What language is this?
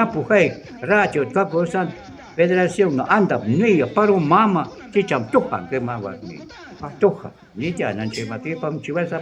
Shuar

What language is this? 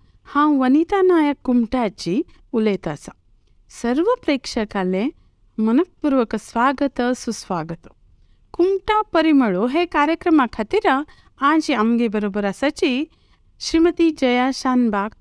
Konkani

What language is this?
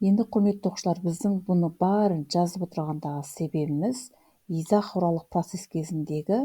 Kazakh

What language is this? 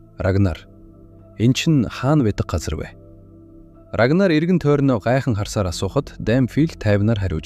Mongolian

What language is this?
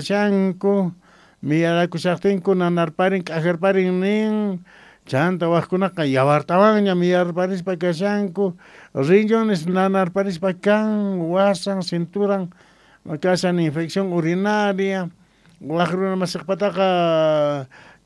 South Bolivian Quechua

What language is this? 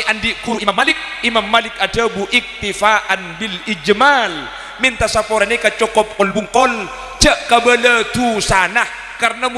Madurese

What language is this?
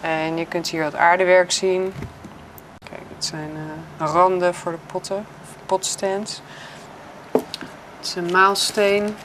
Papiamento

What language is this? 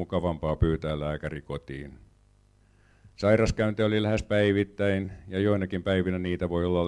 Finnish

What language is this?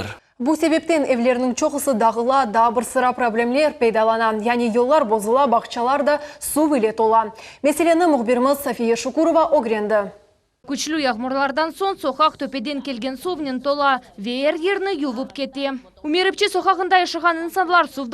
Crimean Tatar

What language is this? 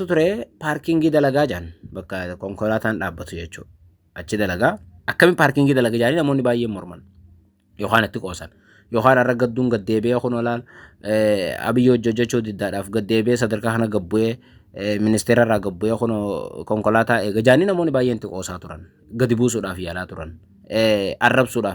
Oromo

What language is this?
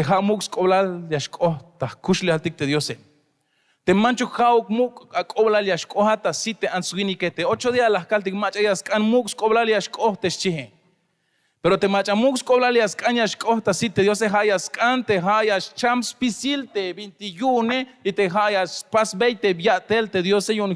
Tzeltal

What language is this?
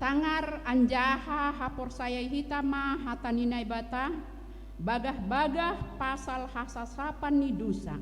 Batak Simalungun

